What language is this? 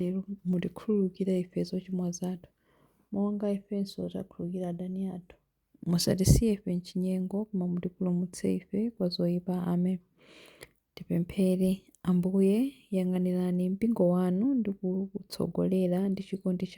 Nyanja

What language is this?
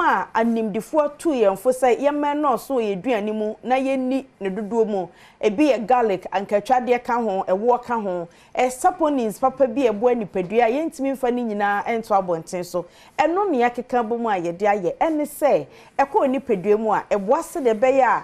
Akan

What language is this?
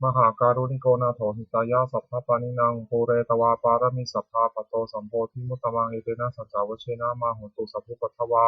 Pali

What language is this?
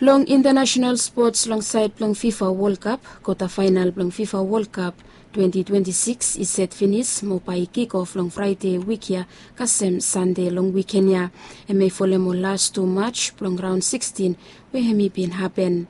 Bislama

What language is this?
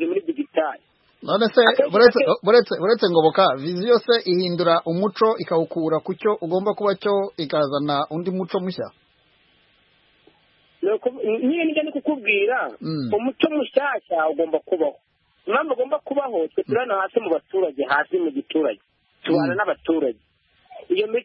Kinyarwanda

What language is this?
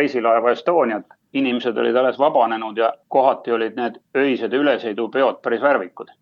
Estonian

